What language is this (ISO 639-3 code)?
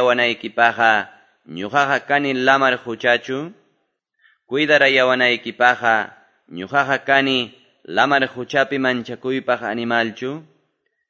que